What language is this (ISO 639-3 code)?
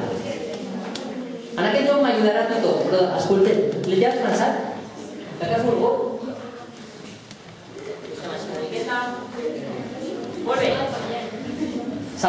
cat